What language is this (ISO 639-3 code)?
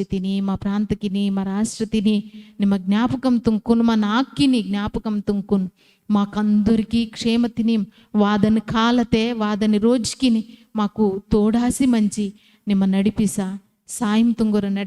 kff